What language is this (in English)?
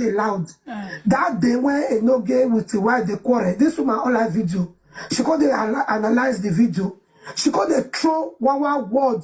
Nigerian Pidgin